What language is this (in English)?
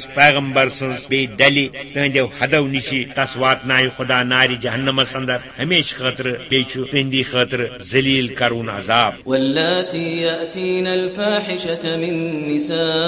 Kashmiri